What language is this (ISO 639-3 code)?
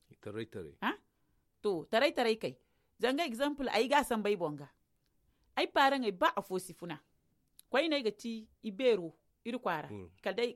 dje